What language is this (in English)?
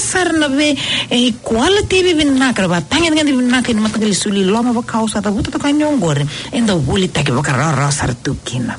Fijian